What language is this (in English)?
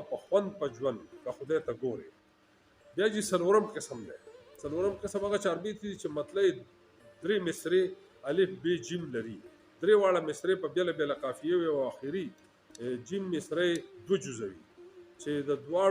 Pashto